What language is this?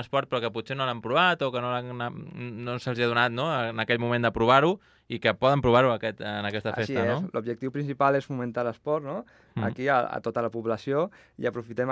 Catalan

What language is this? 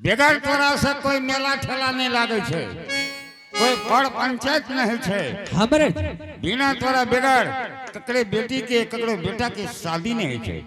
Angika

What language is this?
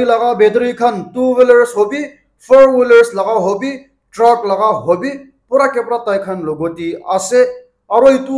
Naga Pidgin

